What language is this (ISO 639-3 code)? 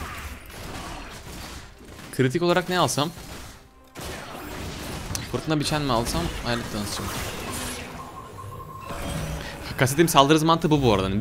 tur